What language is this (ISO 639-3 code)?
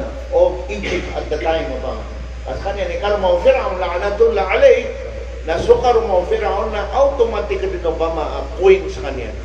mrw